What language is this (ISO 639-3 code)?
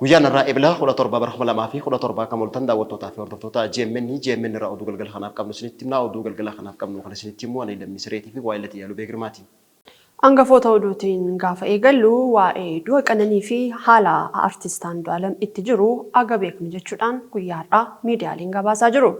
orm